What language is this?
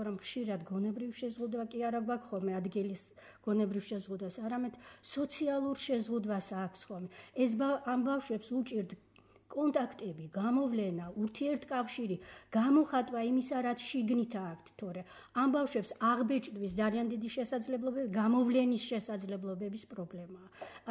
Georgian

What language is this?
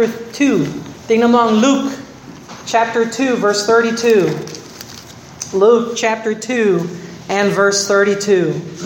Filipino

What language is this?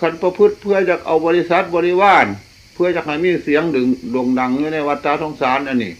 Northeastern Thai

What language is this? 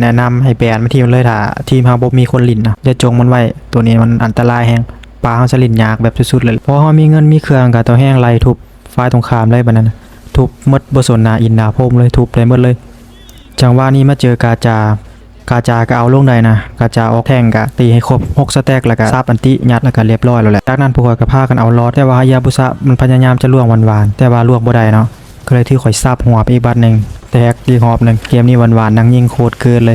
Lao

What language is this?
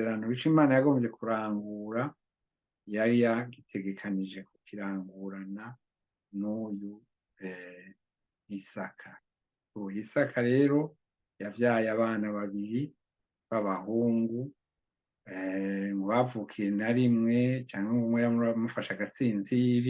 Rundi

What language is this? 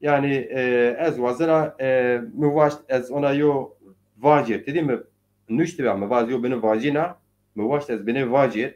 Zaza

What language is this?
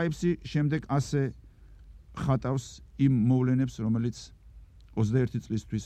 Georgian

